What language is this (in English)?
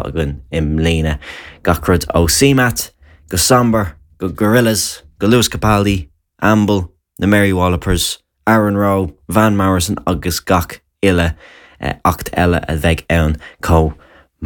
Irish